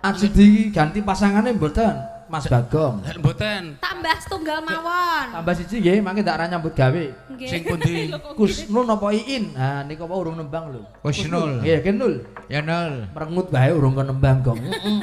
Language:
Javanese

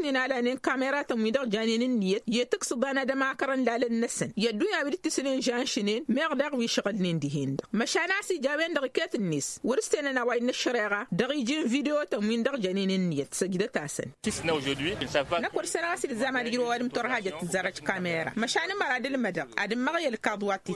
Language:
Tamasheq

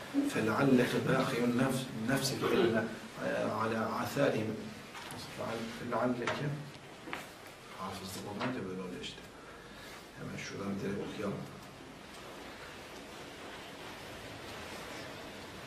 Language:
Turkish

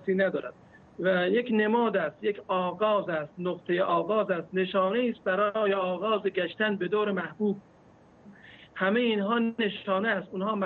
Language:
Persian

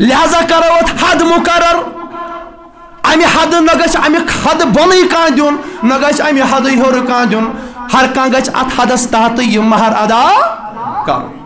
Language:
Kashmiri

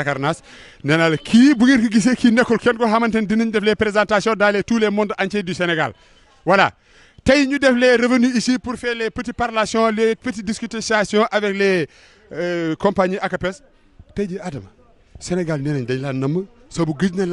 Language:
Wolof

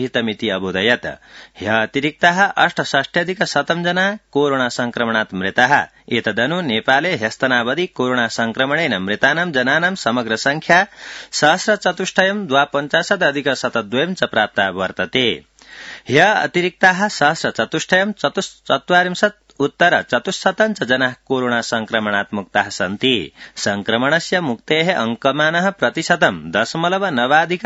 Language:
Sanskrit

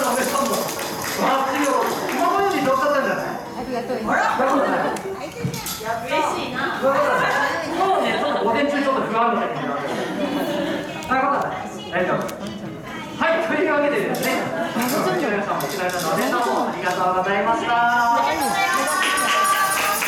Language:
Japanese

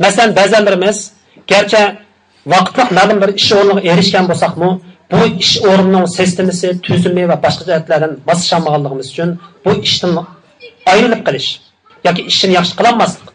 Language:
Uyghur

